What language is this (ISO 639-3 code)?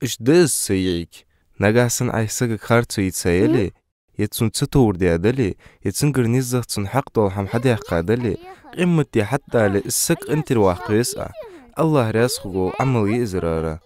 inh